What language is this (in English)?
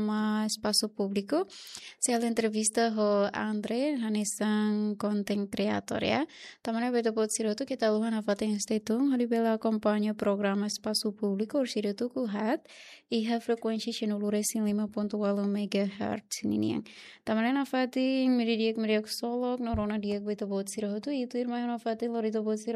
Tetum